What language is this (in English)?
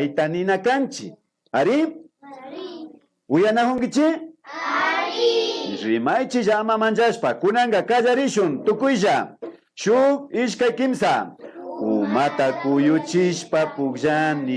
Imbabura Highland Quichua